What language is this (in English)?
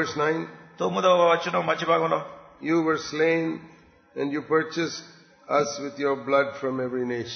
Telugu